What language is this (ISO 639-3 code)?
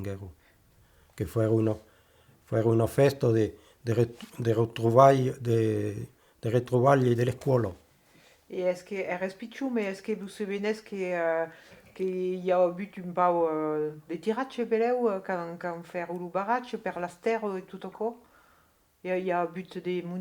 oci